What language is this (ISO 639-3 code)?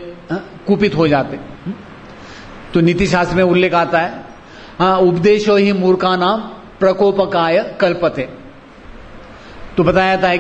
hin